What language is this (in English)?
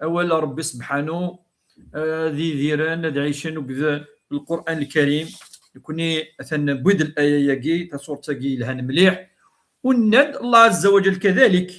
Kabyle